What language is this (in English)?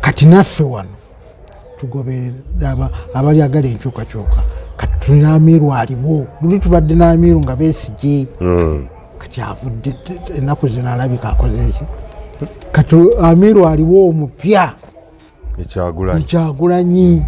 Ganda